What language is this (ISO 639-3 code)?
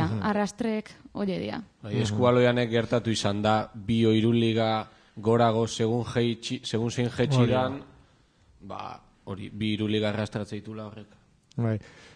eus